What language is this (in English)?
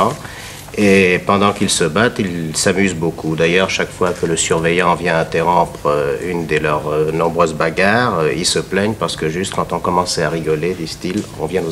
French